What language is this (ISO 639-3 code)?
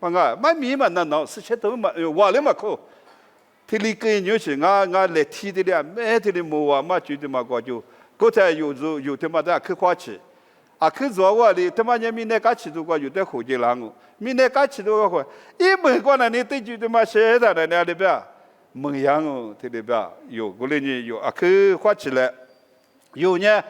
lis